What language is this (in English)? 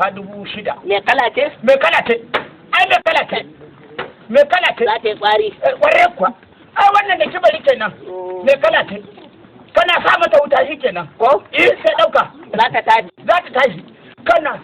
Hausa